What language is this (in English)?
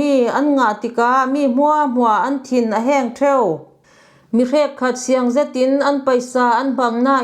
Falam Chin